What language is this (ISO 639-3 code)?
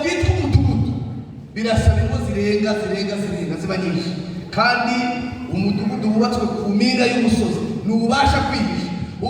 kin